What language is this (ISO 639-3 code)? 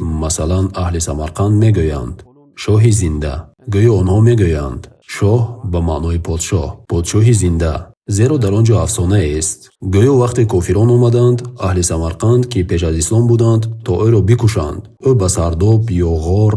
tgk